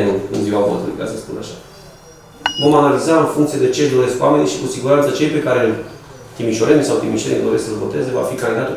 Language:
Romanian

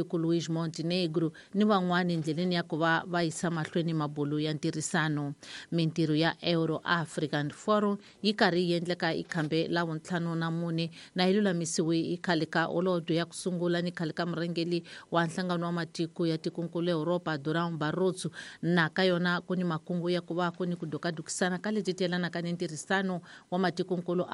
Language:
Tsonga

